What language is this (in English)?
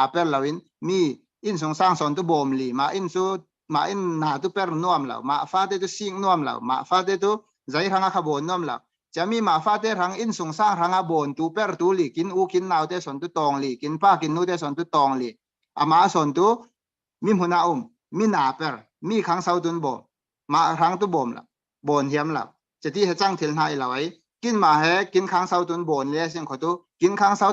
Falam Chin